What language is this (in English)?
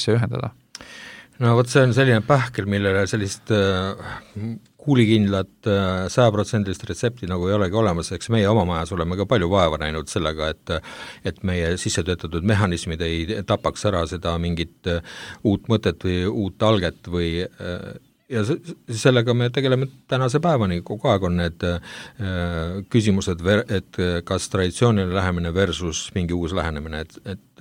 Estonian